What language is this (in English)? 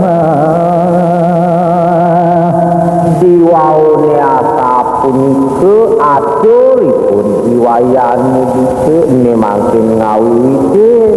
Balinese